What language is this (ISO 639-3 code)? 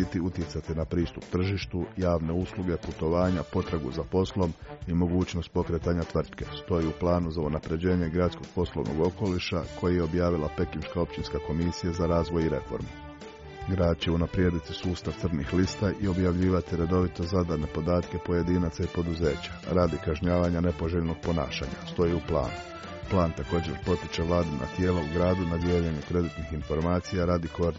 hrv